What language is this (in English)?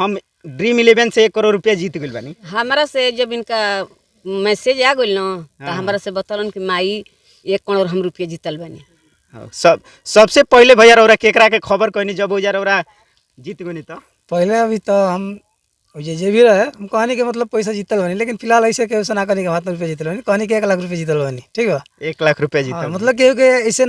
Bhojpuri